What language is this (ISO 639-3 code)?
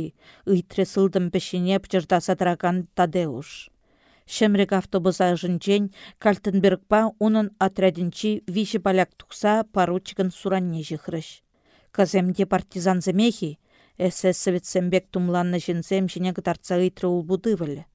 chv